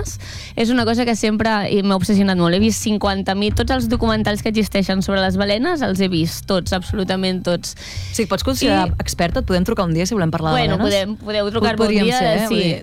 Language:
Catalan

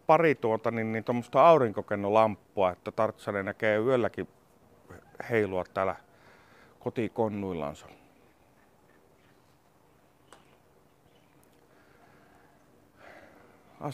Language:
Finnish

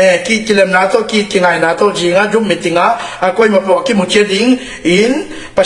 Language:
Tedim Chin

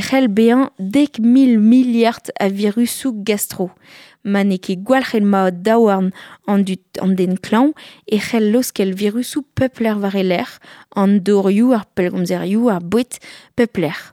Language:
Breton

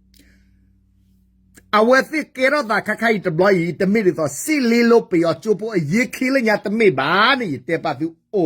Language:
S'gaw Karen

